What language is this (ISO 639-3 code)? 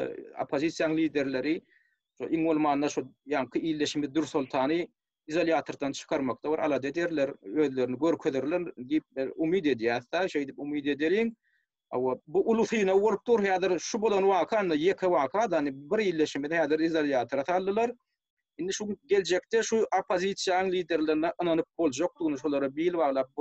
tuk